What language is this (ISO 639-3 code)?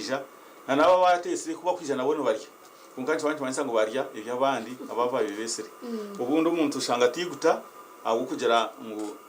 nyn